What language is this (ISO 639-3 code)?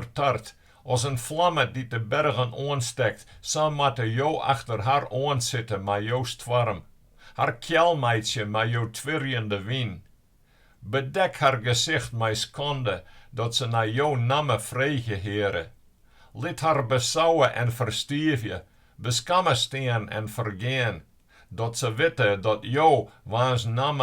fry